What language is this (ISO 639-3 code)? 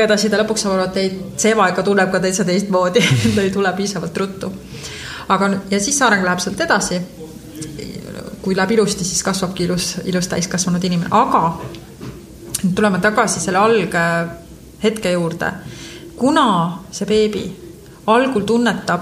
est